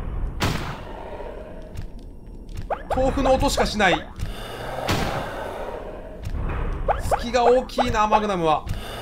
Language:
Japanese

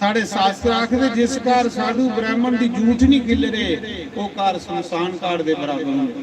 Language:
Dogri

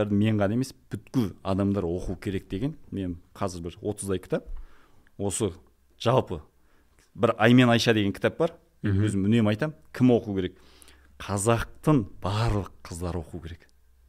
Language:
Kazakh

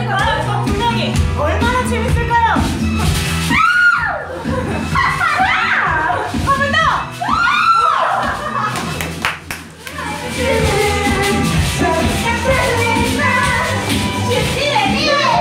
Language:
Korean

